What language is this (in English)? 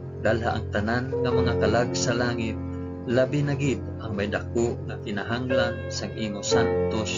Hiligaynon